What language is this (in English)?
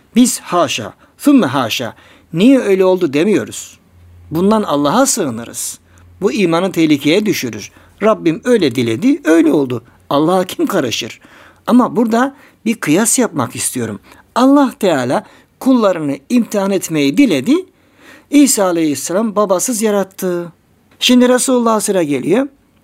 Turkish